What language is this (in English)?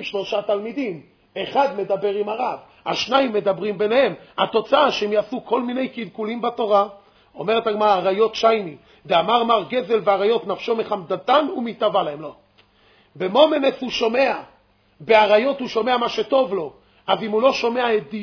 Hebrew